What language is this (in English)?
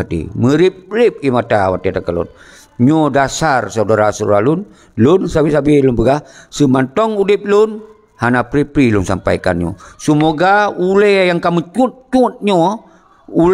Achinese